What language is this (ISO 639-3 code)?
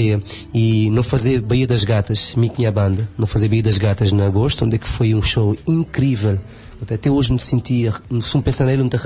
kea